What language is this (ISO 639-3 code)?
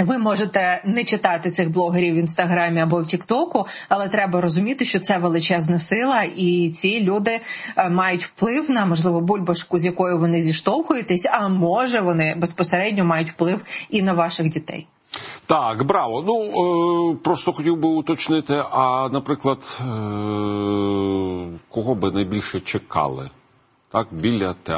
ukr